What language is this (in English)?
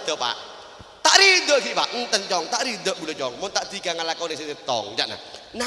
Madurese